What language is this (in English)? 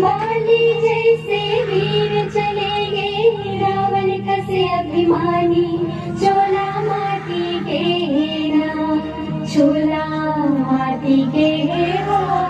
Chhattisgarhi